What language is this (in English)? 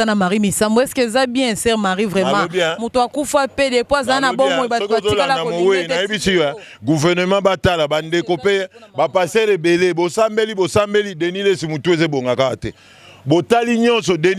Lingala